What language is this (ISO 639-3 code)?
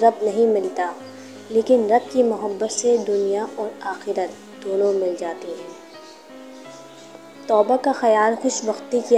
urd